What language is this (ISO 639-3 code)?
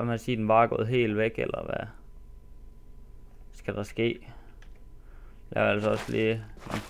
dan